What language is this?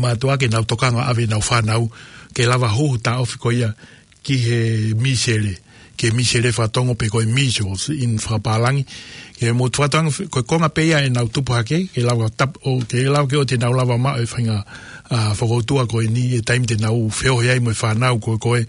Tongan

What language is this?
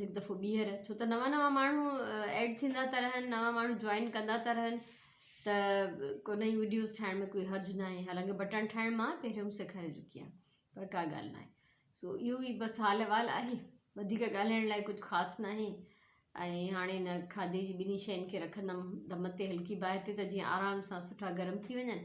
Sindhi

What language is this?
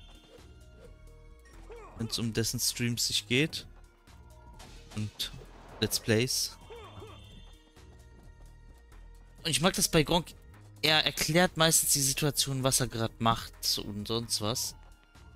German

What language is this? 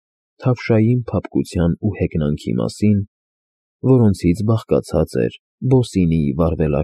Armenian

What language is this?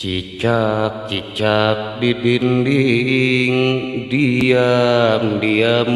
Sundanese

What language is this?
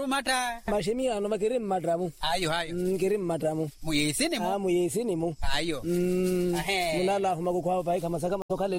Makhuwa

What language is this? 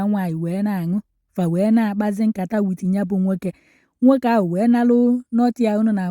Igbo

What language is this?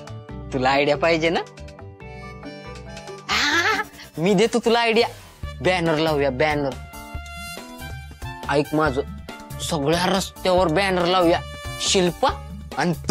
Marathi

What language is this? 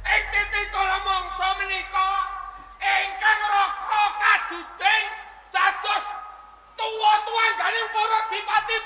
Javanese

